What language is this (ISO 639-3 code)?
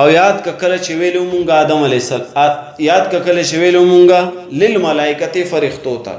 pus